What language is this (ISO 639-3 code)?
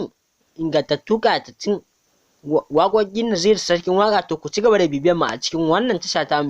hau